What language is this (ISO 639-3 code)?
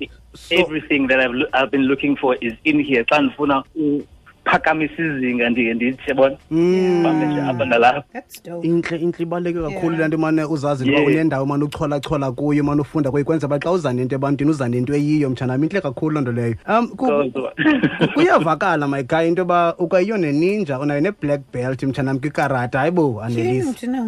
xho